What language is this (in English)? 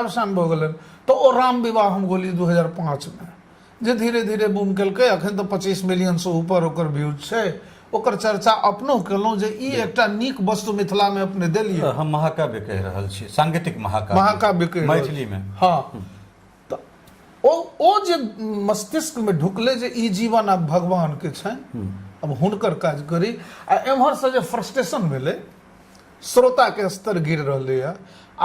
Maithili